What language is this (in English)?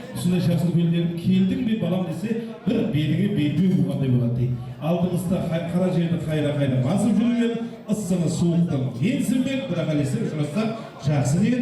Kara-Kalpak